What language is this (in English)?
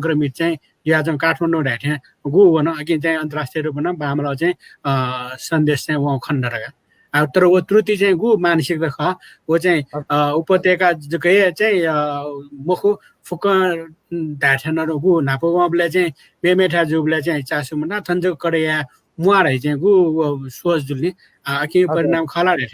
Newari